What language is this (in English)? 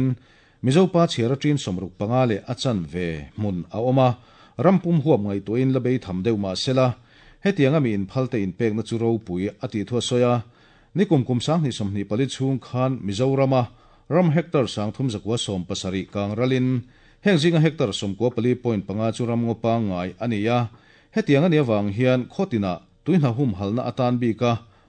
Mizo